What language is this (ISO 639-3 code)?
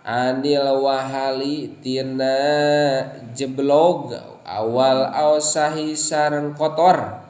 sun